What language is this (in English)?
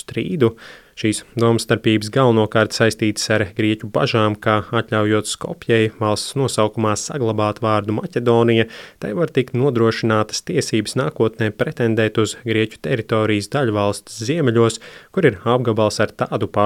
Latvian